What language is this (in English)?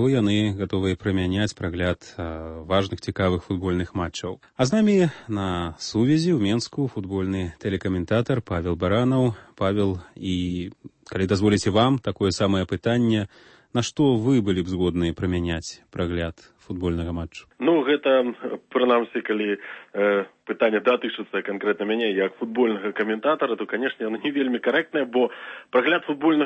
Belarusian